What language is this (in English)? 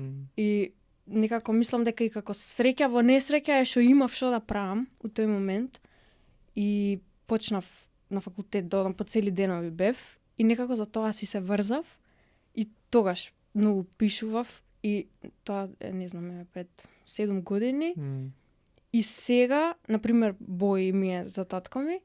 Macedonian